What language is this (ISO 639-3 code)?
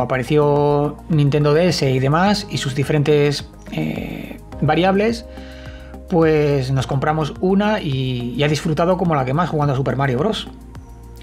spa